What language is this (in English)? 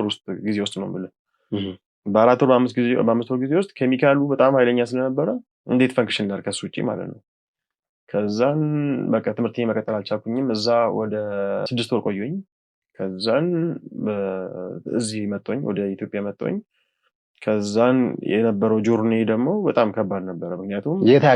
Amharic